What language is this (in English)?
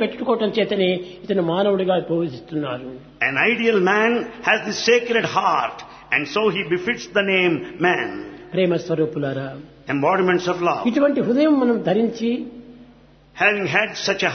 Telugu